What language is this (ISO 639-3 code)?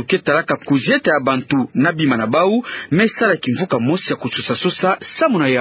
ktu